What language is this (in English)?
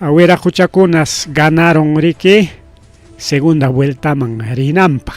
Ayacucho Quechua